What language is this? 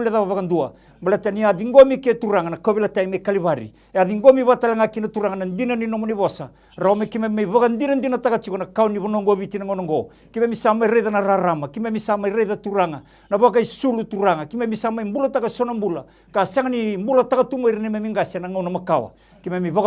Fijian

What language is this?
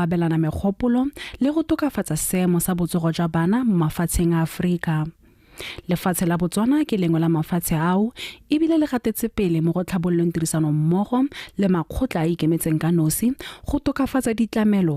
Tswana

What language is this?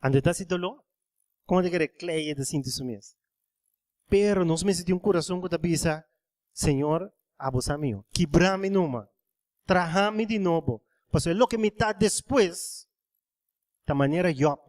Papiamento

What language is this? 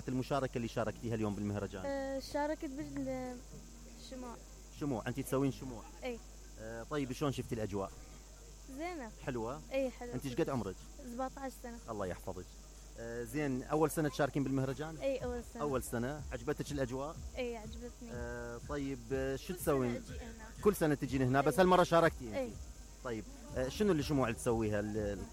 Mesopotamian Arabic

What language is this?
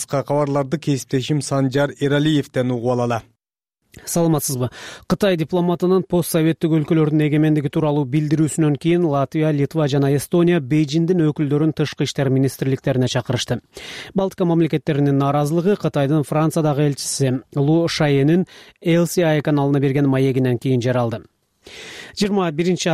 Kyrgyz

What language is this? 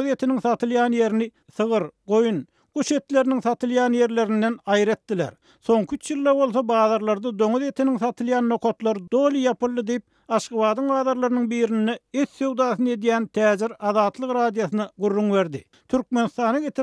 Turkmen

